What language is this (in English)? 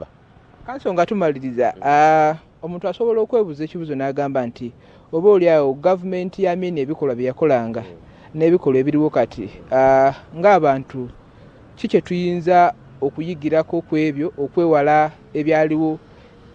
Ganda